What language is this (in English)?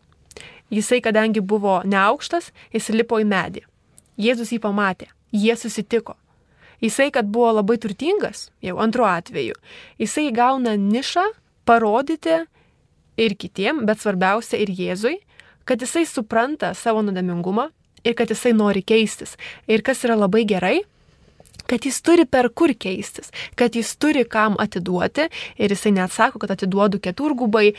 Lithuanian